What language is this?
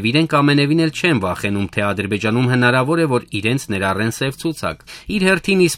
Armenian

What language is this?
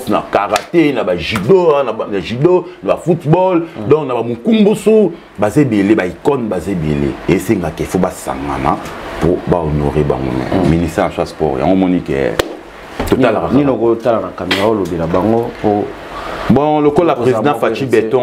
Lingala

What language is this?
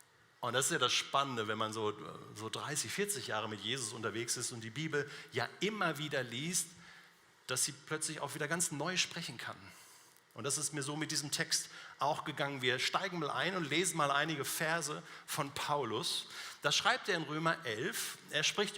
Swiss German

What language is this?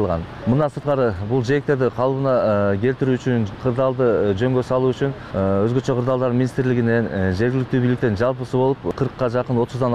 Kyrgyz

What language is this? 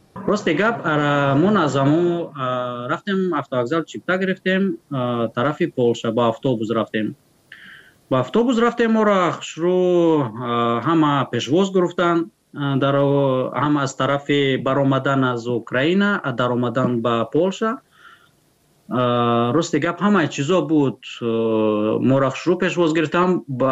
Persian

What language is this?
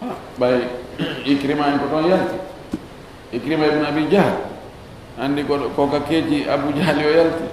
Fula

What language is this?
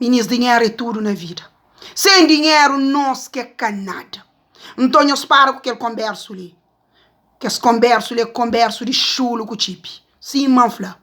Kabuverdianu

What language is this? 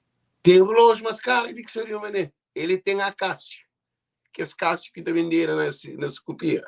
Kabuverdianu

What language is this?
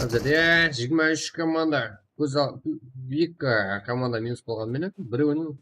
Kara-Kalpak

